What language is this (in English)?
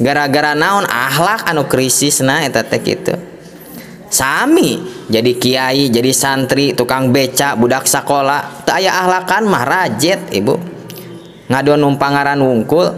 Sundanese